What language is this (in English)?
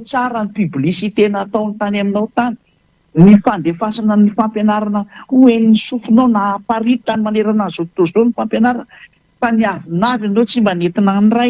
Malagasy